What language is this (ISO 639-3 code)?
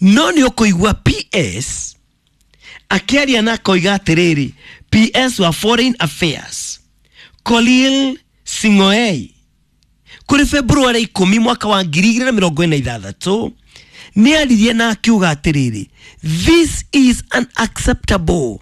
kik